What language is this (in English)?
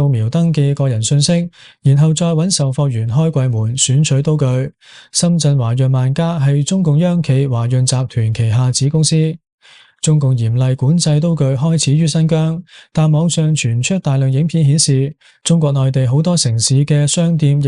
Cantonese